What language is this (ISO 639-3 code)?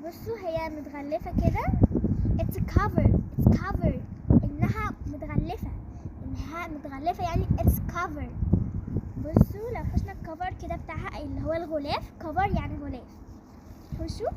arz